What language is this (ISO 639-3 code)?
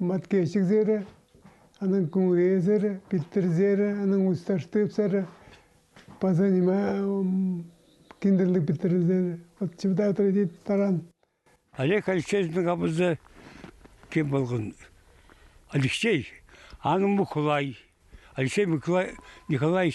kjh